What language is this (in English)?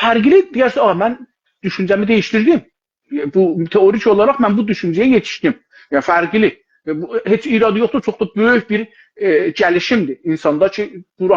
South Azerbaijani